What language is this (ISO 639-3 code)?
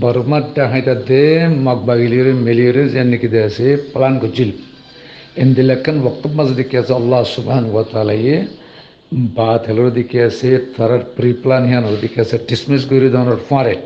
rhg